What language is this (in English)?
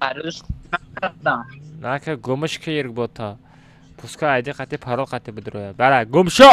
Tajik